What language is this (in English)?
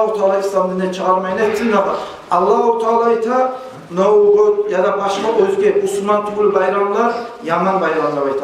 Kumyk